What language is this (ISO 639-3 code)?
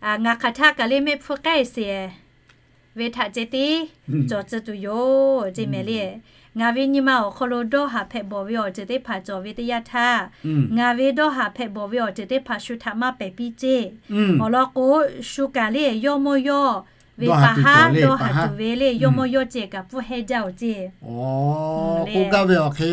lhu